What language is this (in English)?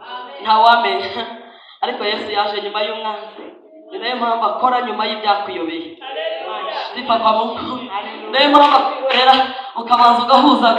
Kinyarwanda